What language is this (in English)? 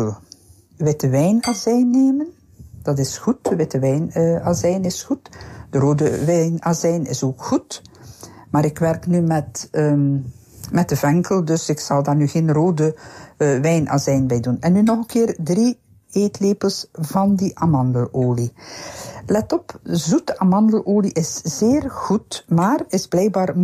Dutch